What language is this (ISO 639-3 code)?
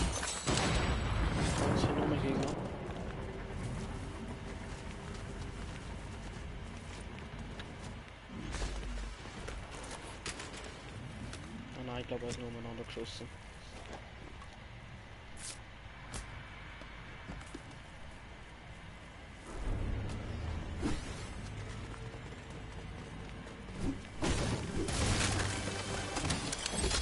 deu